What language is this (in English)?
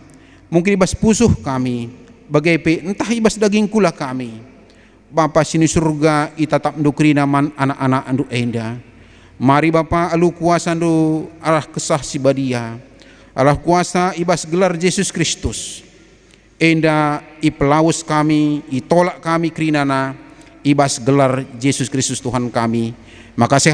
Batak Karo